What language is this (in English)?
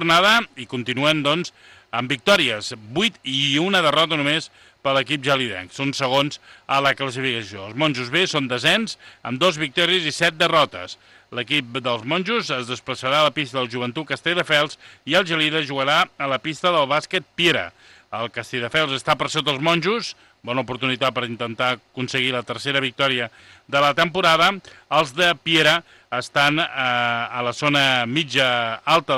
Catalan